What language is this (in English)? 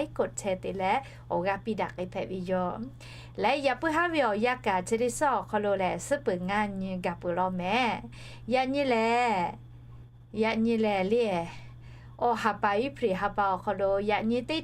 Lahu